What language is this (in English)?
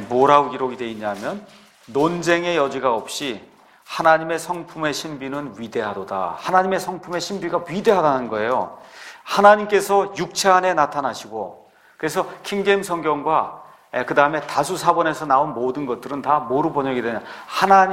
Korean